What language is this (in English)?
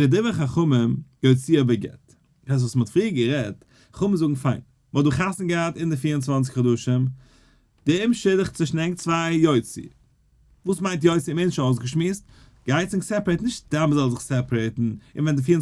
Yiddish